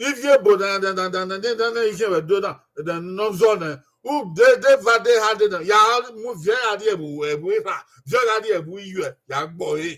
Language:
Bini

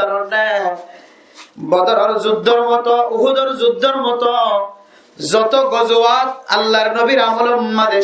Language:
Rohingya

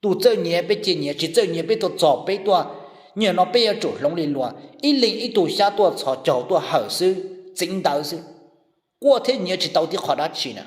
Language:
Hmong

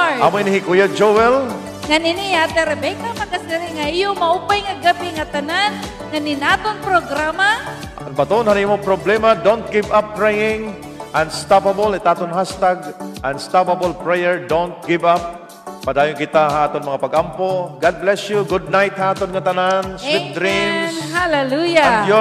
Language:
Waray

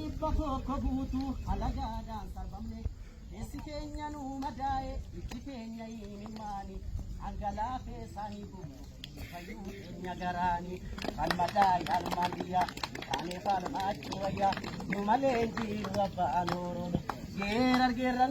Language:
Oromo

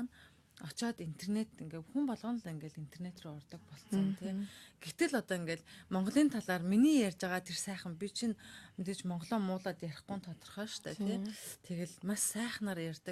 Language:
Mongolian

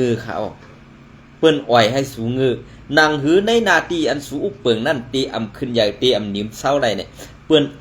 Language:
Shan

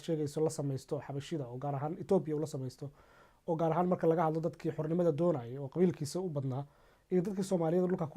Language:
Somali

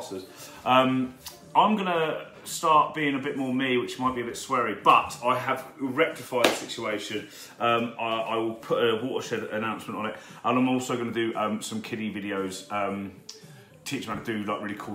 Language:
English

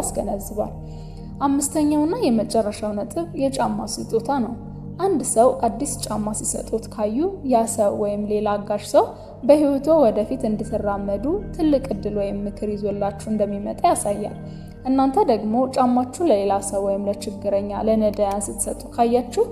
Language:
Amharic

